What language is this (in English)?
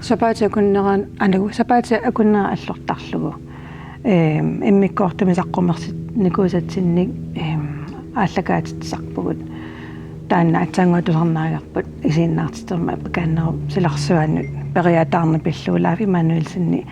Kalaallisut